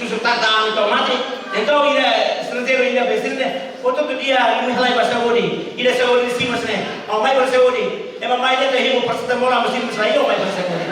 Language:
Tetum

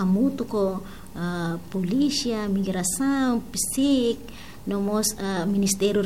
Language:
Tetum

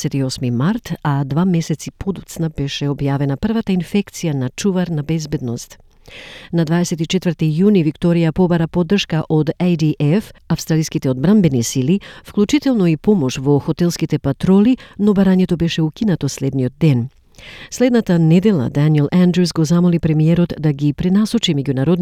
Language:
Macedonian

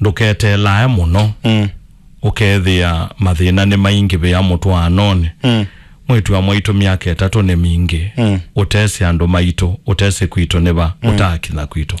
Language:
Kamba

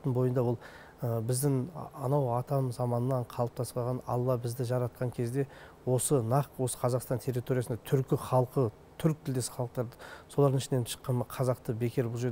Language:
Kazakh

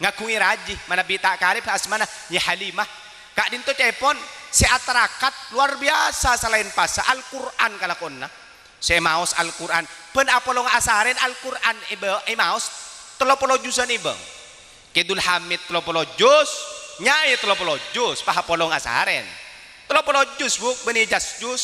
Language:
Madurese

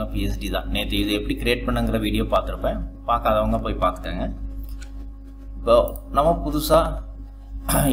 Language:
Tamil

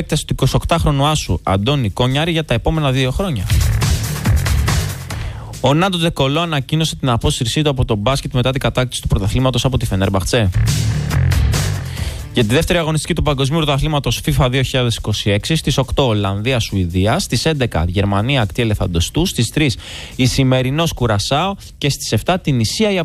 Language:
Greek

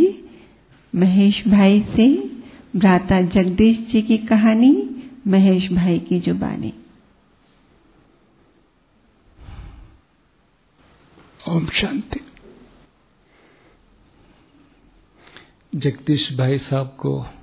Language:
Hindi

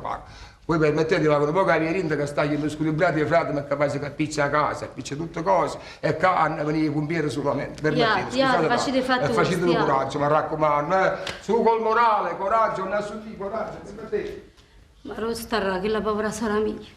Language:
Neapolitan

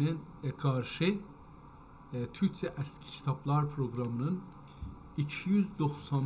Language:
South Azerbaijani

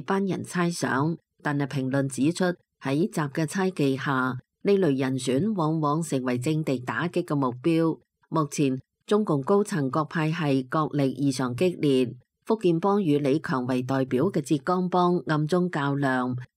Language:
Cantonese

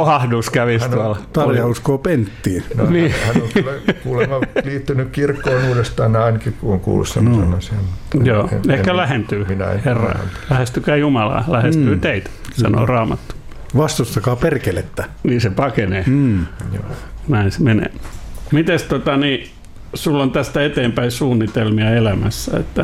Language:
Finnish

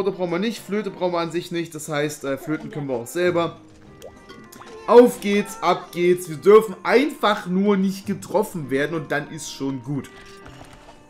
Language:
German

